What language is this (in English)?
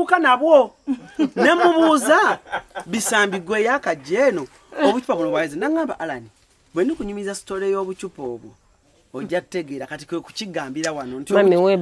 Ganda